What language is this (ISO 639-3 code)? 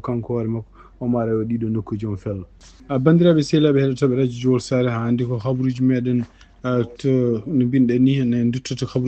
ful